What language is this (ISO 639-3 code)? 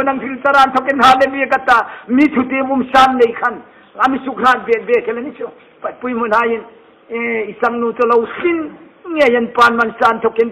hmr